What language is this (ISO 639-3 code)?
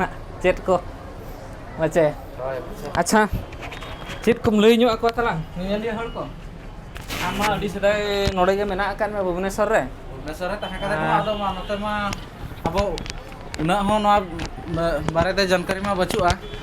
sat